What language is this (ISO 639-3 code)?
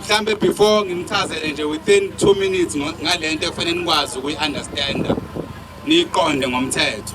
zul